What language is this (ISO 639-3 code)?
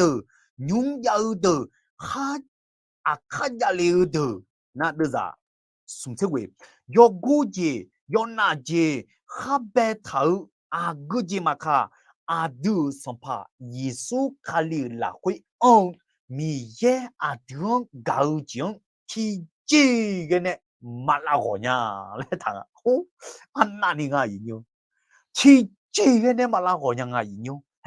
ahk